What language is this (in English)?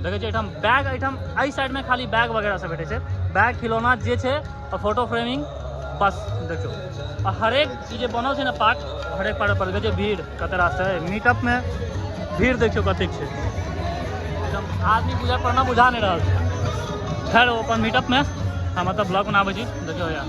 Maithili